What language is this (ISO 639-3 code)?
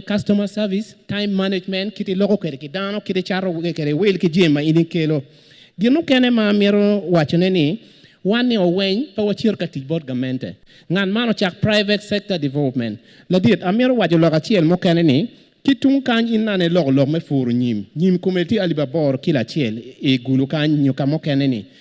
ach